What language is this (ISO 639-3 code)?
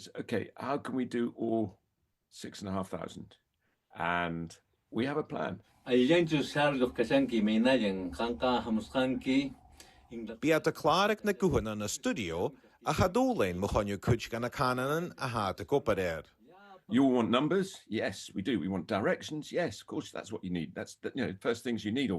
gla